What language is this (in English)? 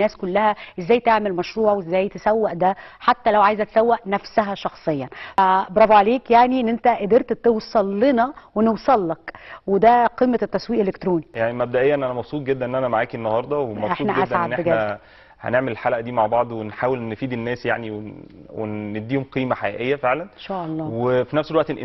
Egyptian Arabic